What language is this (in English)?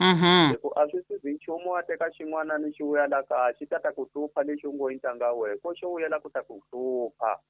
Tsonga